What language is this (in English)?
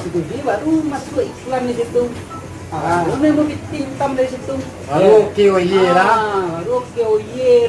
Minangkabau